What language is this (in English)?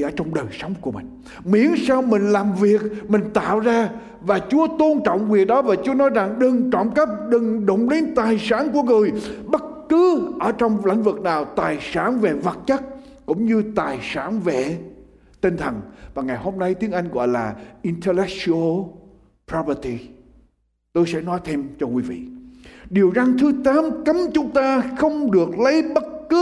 Vietnamese